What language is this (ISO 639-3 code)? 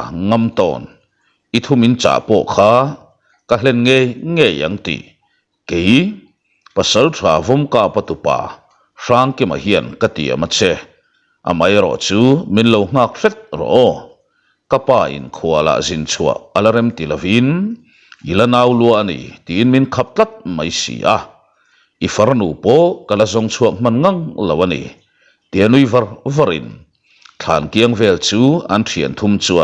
lus